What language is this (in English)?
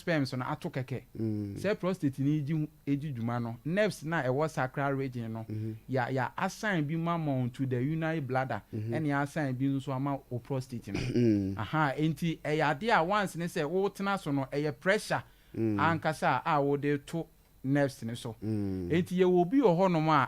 Akan